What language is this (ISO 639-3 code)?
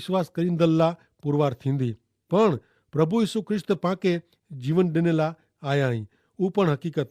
kfr